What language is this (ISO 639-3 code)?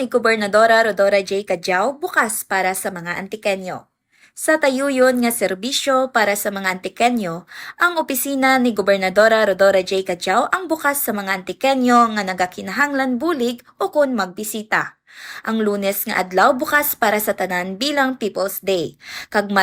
krj